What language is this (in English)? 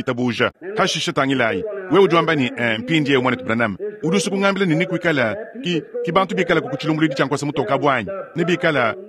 Luba-Lulua